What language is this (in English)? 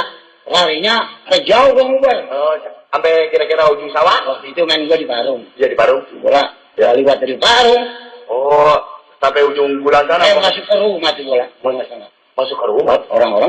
Betawi